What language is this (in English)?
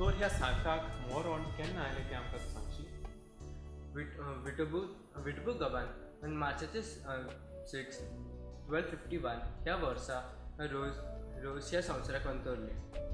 Konkani